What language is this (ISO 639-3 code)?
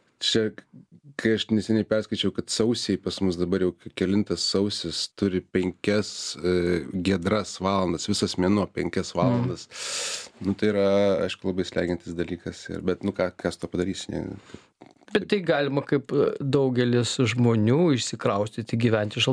lit